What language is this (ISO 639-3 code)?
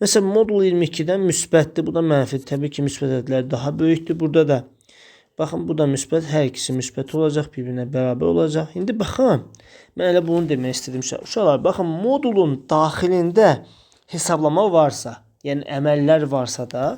aze